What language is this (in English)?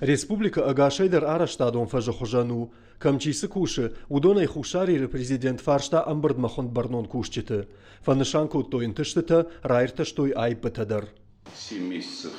Ossetic